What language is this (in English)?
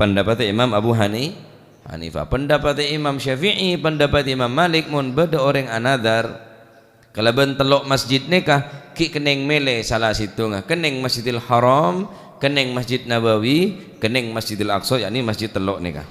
Madurese